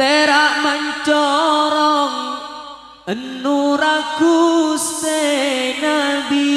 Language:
Madurese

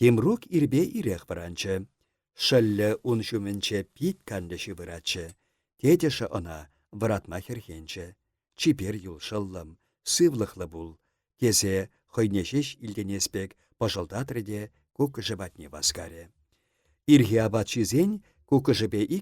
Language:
Chuvash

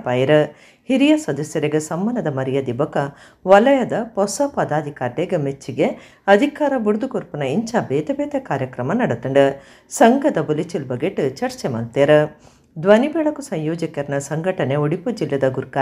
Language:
Tulu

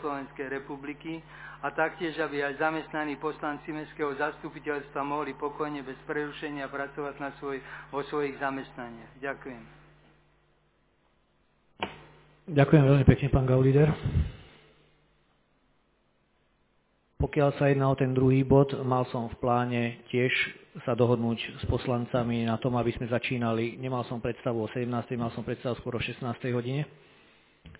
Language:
Slovak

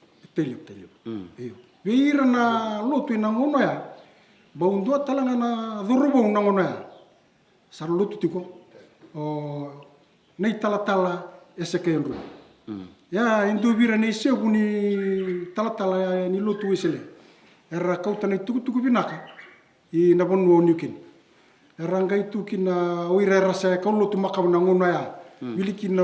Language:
Fijian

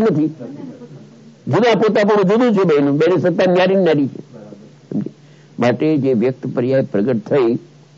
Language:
Gujarati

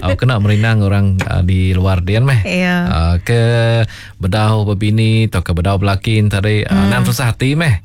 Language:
Iban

